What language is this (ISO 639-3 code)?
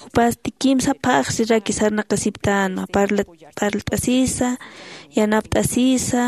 aym